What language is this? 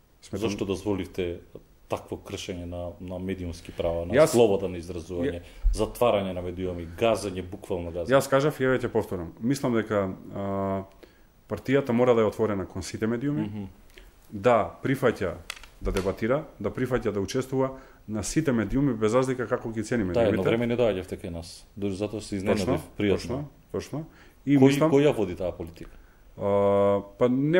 Macedonian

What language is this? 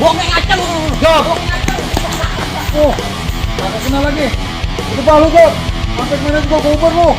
Betawi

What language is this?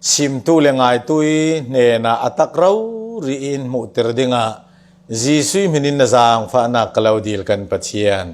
Falam Chin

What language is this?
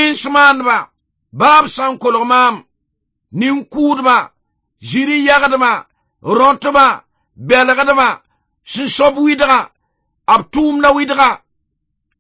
Mossi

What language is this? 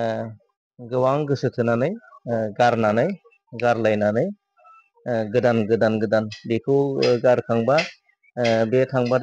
Bodo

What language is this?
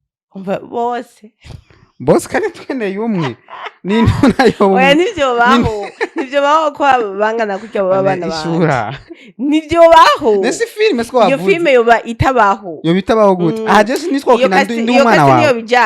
Rundi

